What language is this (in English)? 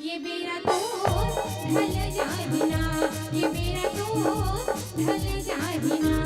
Chhattisgarhi